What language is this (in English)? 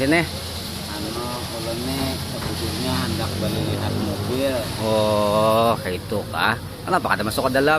Banjar